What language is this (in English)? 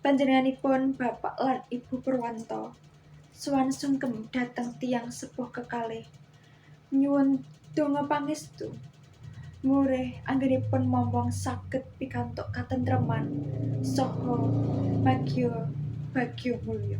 Javanese